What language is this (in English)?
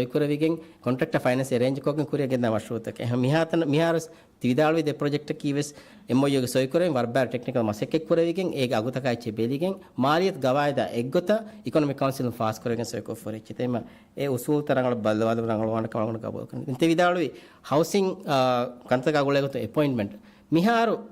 Divehi